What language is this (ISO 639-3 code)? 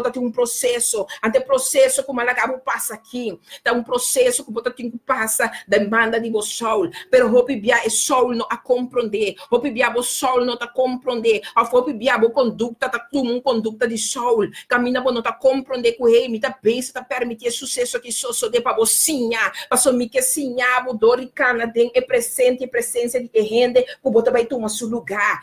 pap